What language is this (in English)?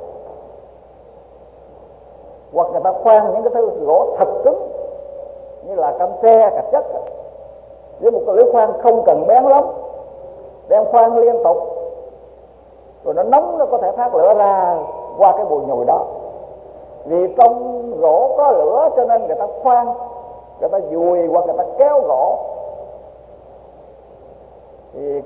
Vietnamese